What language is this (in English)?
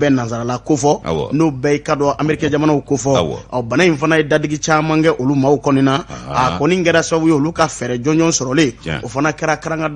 Bambara